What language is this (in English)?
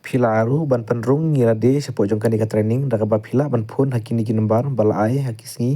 Khasi